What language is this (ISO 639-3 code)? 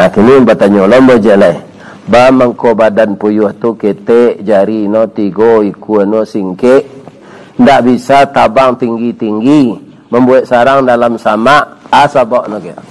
min